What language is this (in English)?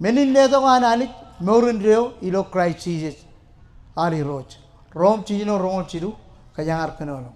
Marshallese